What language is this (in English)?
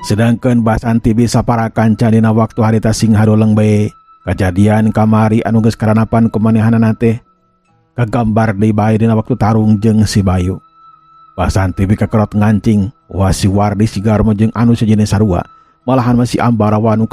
Sundanese